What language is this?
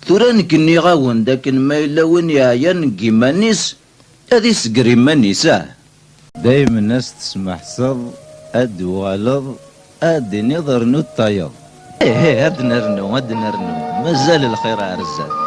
Kabyle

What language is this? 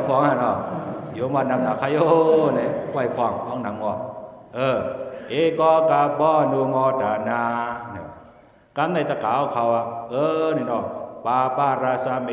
Shan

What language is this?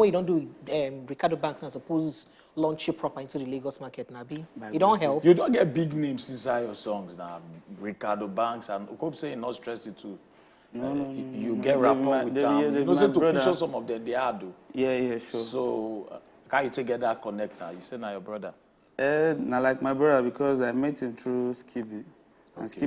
Nigerian Pidgin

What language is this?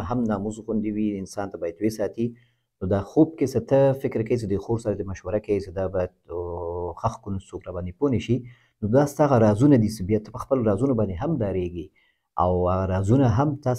Pashto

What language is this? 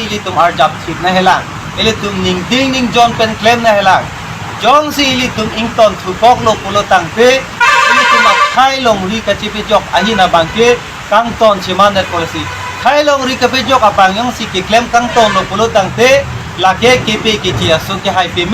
Karbi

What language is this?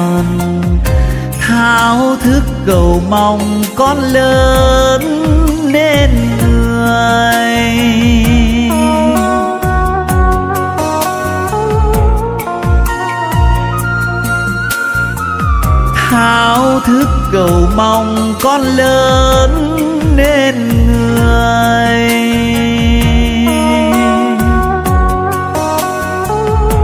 Vietnamese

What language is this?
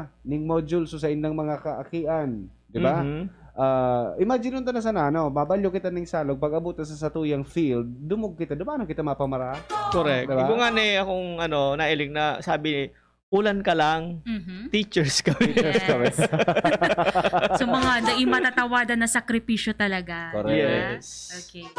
Bikol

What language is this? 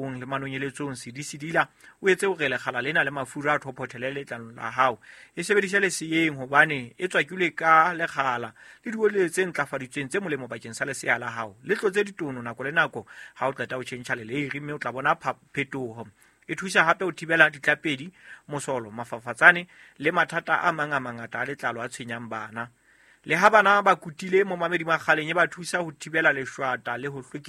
Southern Sotho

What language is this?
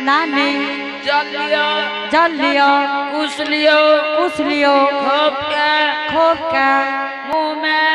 Angika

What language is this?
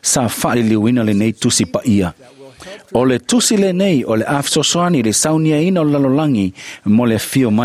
Samoan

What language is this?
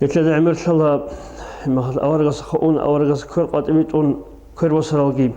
Avaric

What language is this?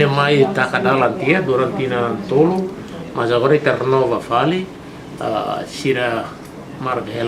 Tetum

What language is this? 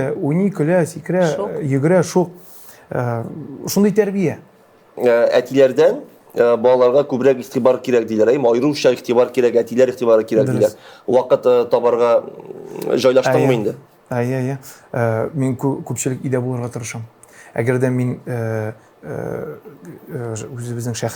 Tatar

